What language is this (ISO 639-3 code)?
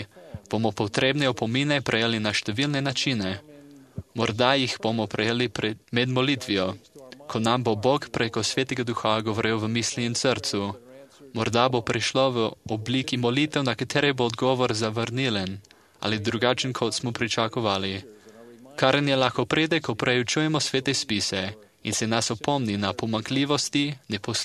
slv